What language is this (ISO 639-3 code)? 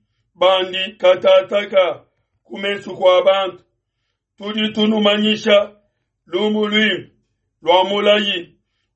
lua